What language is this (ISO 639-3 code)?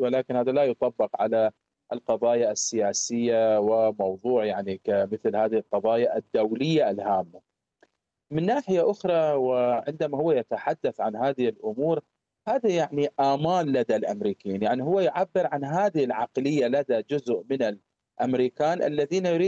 ara